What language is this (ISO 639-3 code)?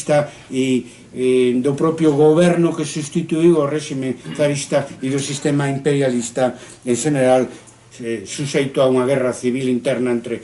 glg